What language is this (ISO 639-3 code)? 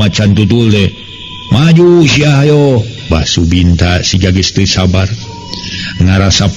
sun